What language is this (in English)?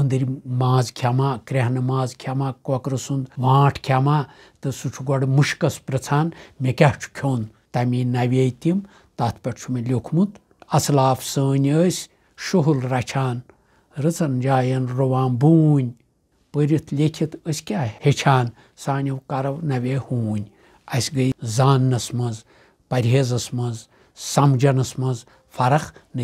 Kashmiri